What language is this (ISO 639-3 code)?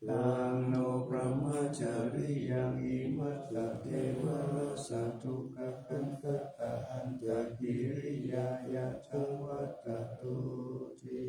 pli